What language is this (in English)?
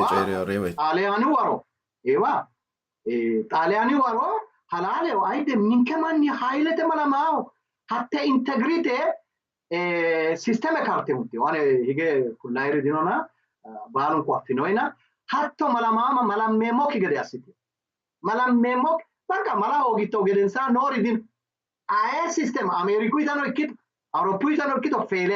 Sidamo